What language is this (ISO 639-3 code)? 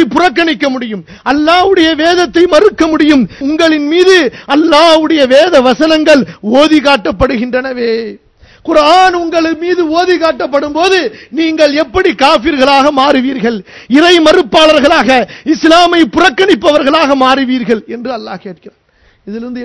tam